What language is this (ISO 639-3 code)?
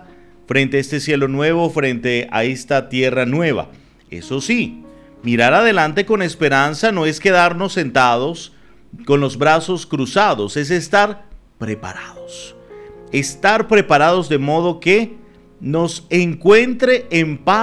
spa